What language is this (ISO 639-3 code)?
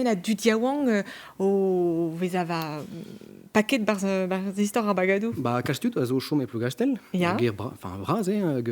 bre